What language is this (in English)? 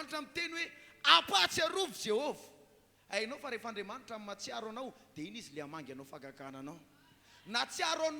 Malagasy